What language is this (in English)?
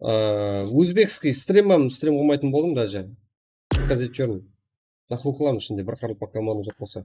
Kara-Kalpak